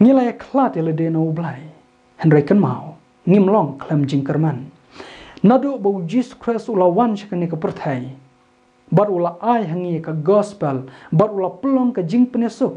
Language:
Khasi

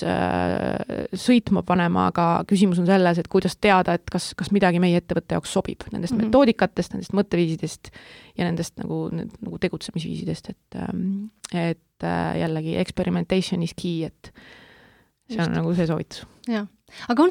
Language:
Estonian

